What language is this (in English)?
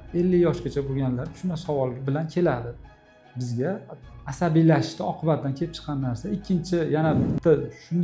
Uzbek